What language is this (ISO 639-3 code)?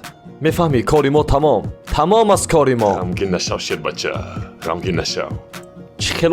tgk